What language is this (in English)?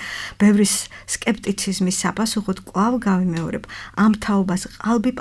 Georgian